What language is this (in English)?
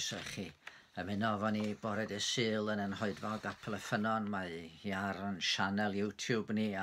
Welsh